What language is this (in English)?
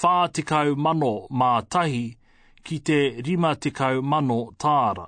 Māori